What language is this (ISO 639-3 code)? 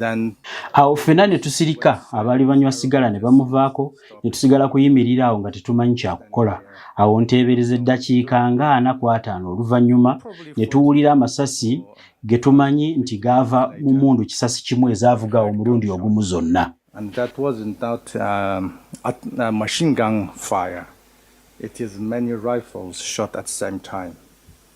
lug